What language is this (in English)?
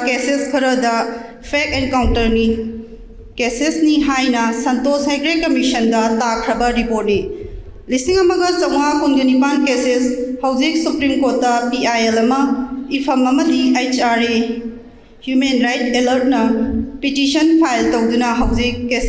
Manipuri